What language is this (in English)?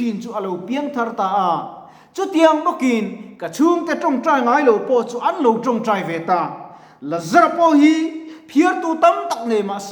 Mizo